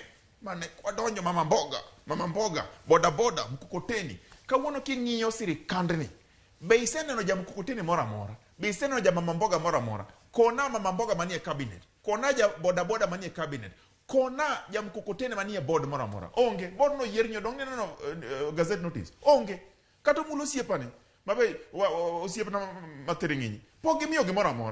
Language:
Luo (Kenya and Tanzania)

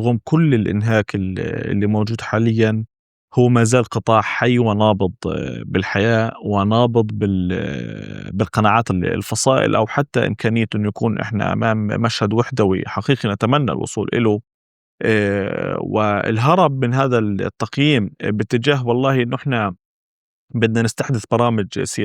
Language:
North Levantine Arabic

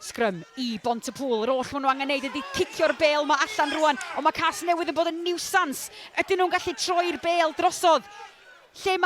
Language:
Welsh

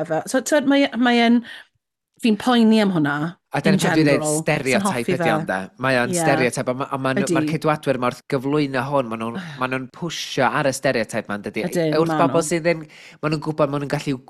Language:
Welsh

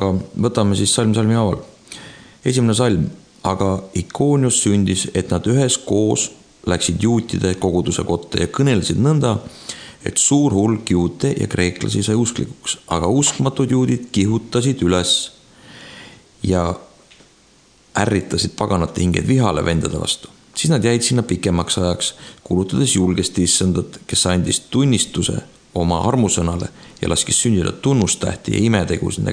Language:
Estonian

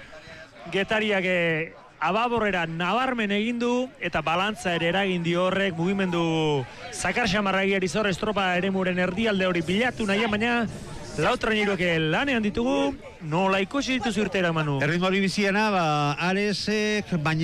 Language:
Basque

